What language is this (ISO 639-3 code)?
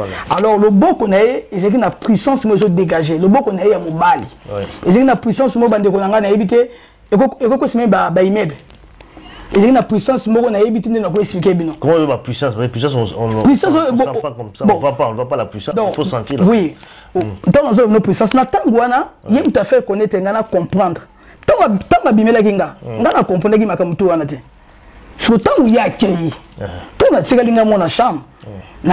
lin